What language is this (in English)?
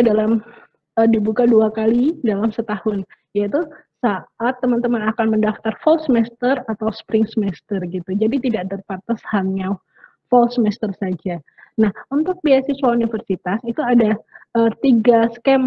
Indonesian